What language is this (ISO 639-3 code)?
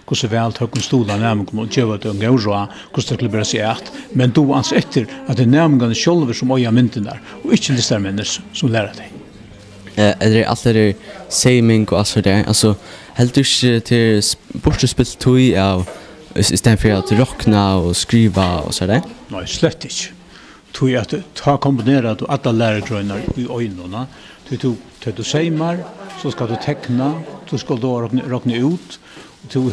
fao